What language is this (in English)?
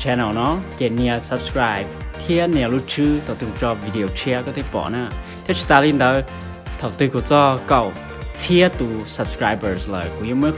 Hmong